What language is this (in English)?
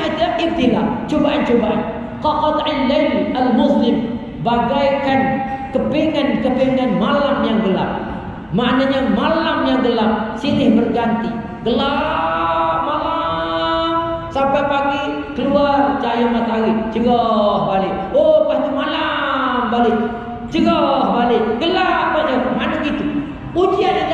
Malay